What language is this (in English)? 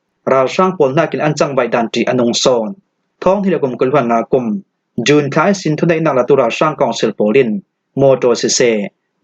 Falam Chin